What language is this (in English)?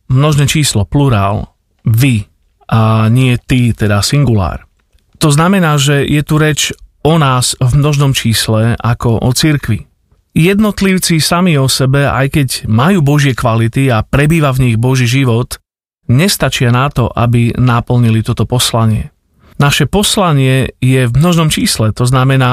Slovak